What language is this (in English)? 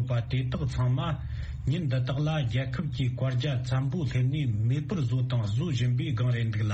Tibetan